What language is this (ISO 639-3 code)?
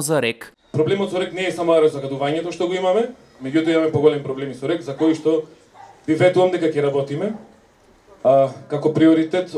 mkd